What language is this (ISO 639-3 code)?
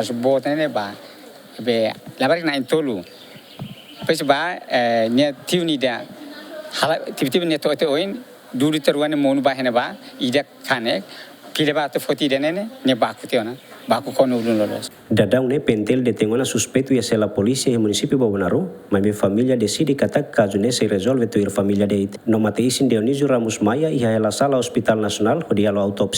tet